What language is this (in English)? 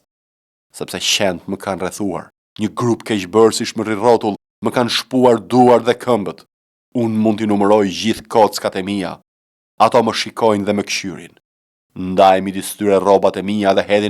Albanian